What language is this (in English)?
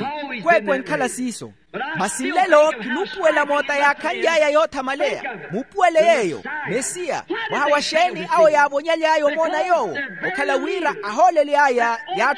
Makhuwa